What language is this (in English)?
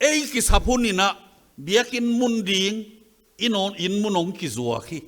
Tedim Chin